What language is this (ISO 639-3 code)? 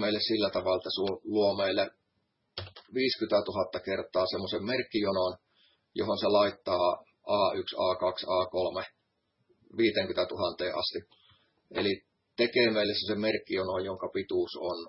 fin